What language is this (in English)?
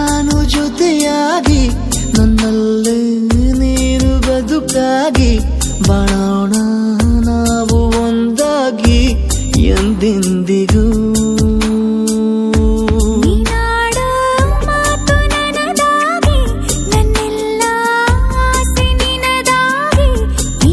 Kannada